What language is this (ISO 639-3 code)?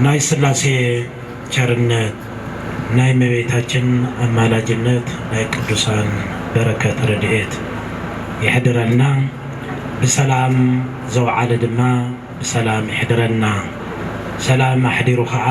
tir